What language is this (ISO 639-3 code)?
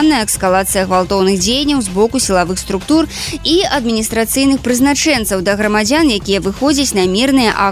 bel